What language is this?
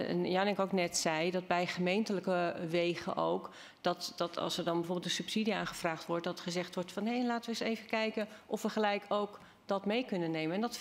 Dutch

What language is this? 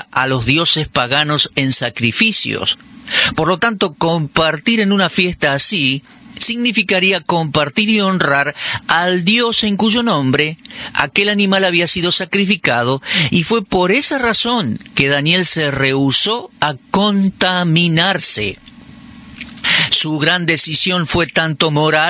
Spanish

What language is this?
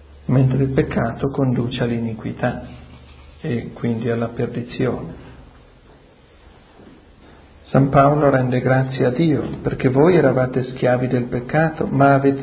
Italian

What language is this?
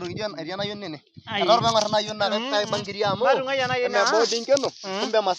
Masai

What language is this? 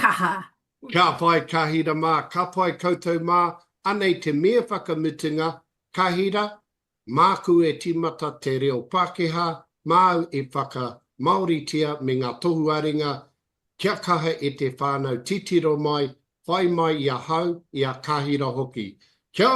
Māori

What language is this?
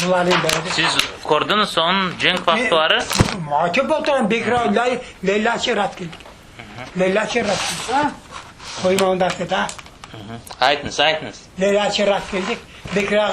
Crimean Tatar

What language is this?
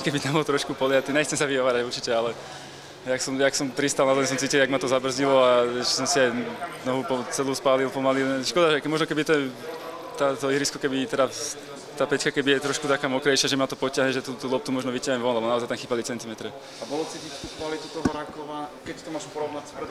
Slovak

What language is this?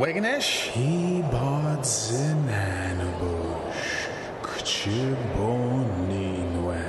Ojibwa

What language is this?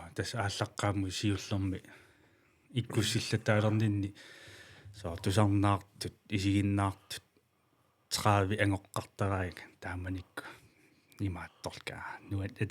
Kalaallisut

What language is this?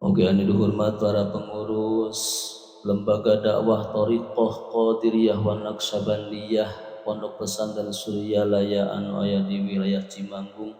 Sundanese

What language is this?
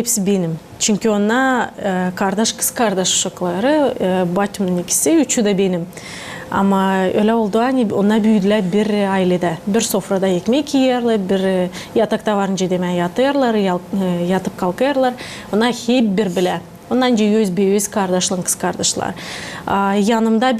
Gagauz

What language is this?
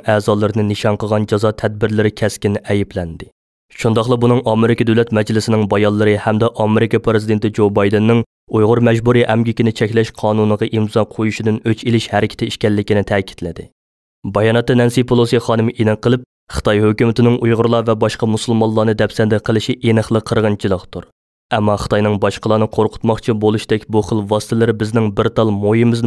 Uyghur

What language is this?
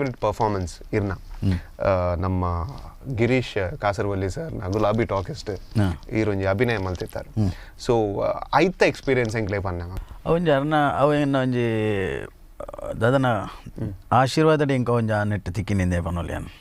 Tulu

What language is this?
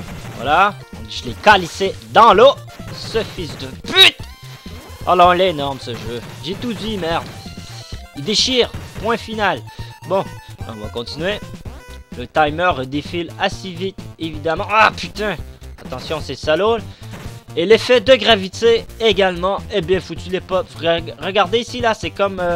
French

